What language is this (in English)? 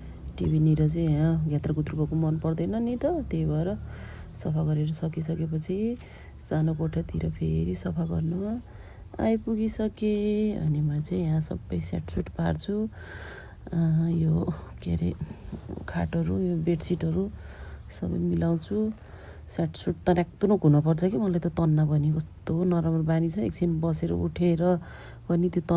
Nepali